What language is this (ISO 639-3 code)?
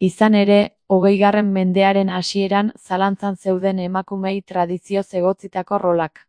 eus